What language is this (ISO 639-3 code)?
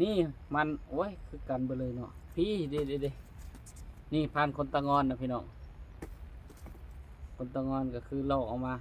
lao